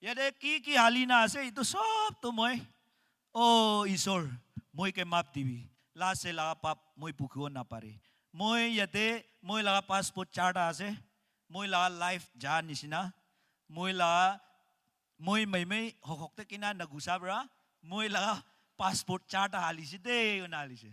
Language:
Naga Pidgin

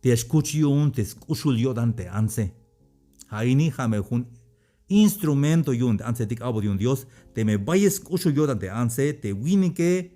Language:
Tzeltal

